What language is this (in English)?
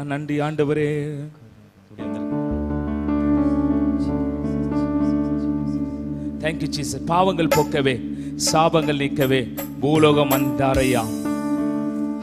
Tamil